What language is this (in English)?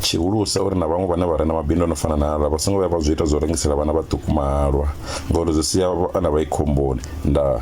Venda